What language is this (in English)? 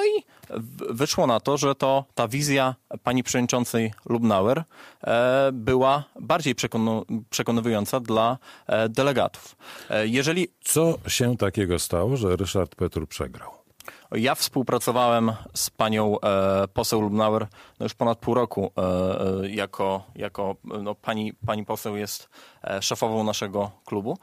Polish